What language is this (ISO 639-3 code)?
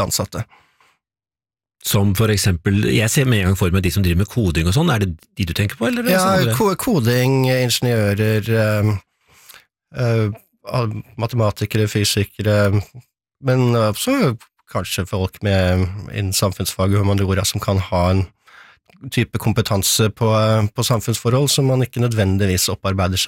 nor